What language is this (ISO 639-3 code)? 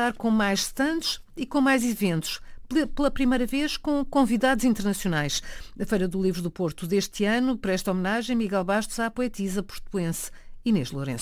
por